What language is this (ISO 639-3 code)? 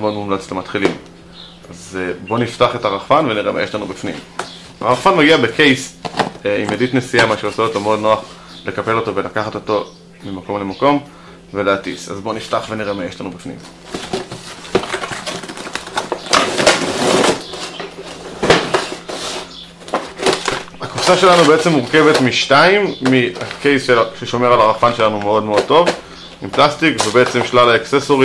heb